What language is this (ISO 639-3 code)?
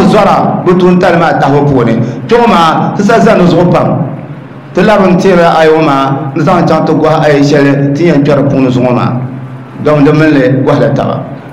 dag